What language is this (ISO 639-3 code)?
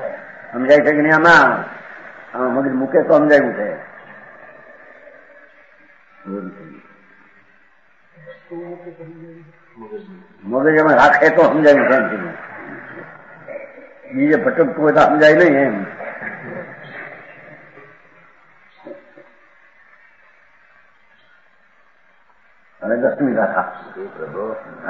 guj